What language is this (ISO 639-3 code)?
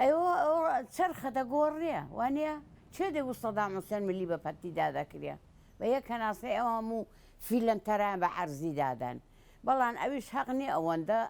ckb